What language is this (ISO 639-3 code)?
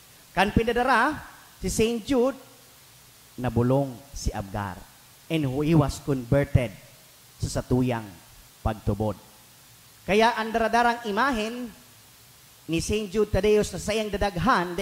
bik